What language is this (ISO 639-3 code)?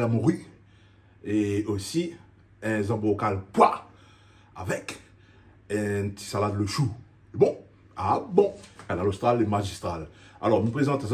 rcf